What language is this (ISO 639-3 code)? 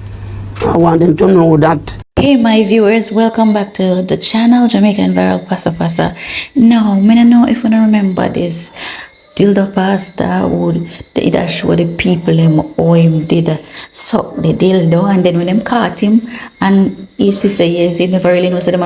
jam